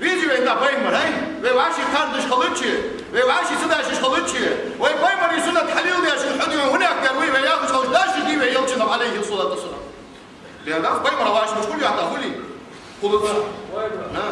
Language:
Ingush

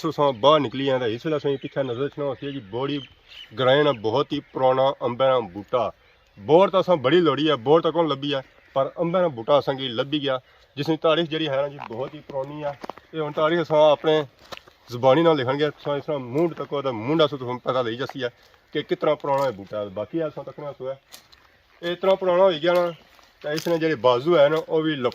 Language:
Pahari-Potwari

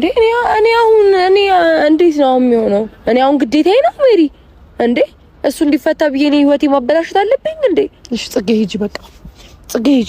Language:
Amharic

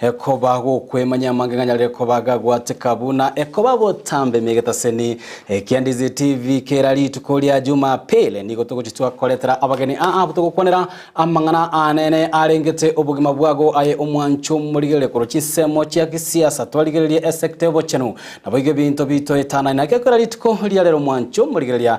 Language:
Gusii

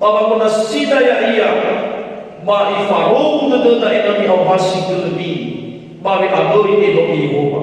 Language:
Nias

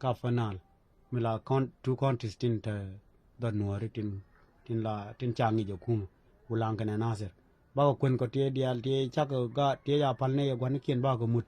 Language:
Nuer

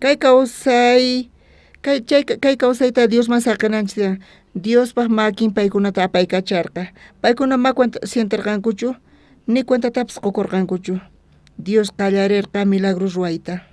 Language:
South Bolivian Quechua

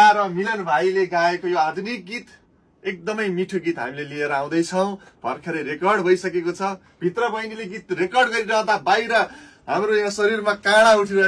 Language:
Nepali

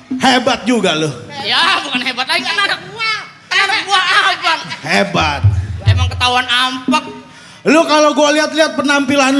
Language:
Betawi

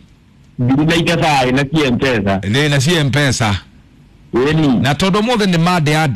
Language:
Kikuyu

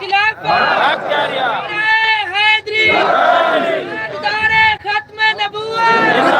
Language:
Saraiki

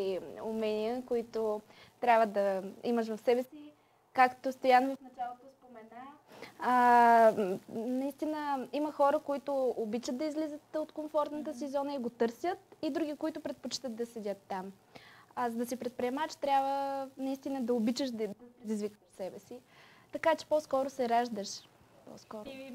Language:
Bulgarian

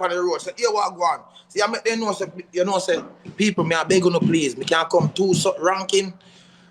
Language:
Jamaican Creole English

